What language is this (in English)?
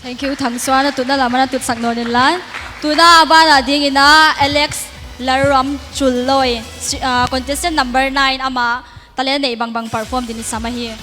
Paite Chin